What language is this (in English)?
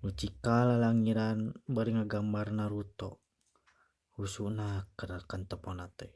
Sundanese